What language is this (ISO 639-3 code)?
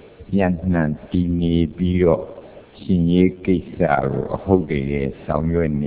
mya